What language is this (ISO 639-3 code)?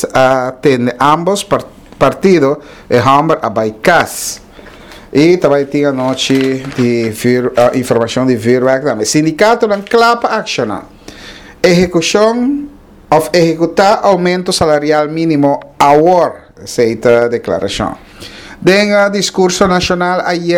pap